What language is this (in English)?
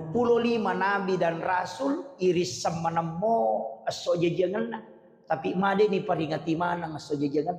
Buginese